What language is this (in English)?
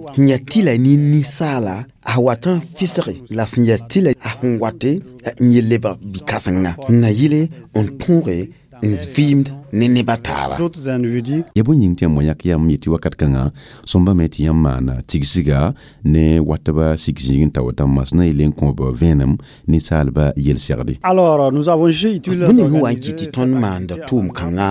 Mossi